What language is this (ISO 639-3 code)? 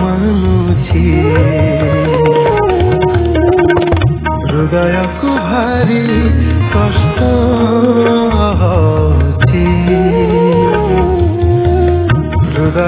ori